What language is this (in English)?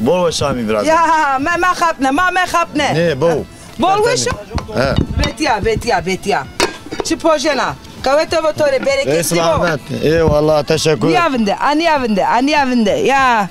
Zaza